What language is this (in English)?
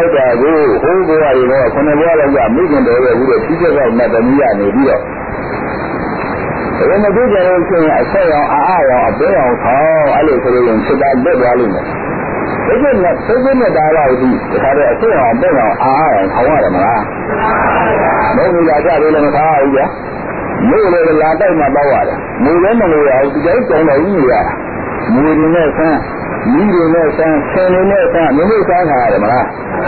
Burmese